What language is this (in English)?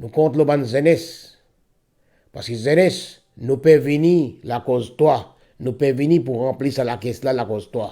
Morisyen